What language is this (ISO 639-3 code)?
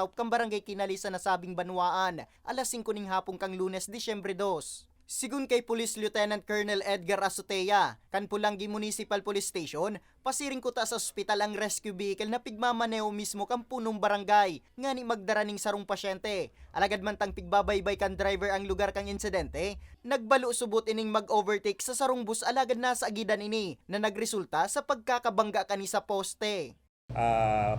bik